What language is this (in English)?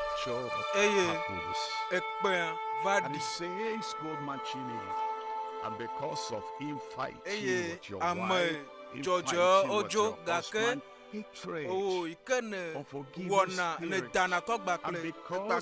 Ewe